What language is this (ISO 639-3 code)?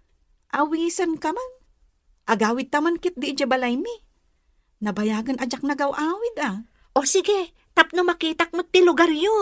ilo